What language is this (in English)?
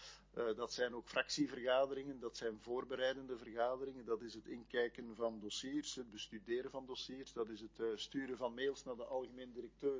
Dutch